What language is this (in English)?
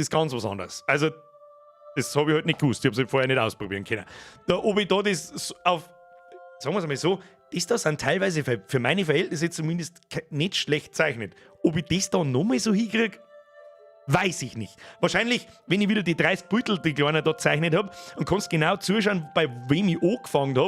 Bavarian